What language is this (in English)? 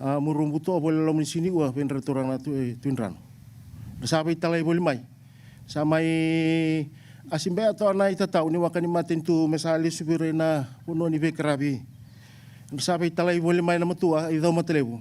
Fijian